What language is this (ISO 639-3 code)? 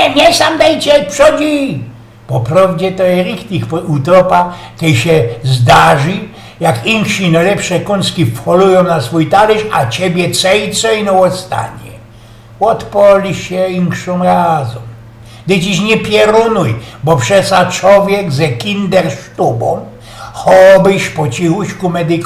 szl